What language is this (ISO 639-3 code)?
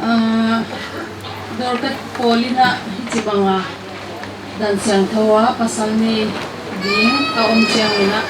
pck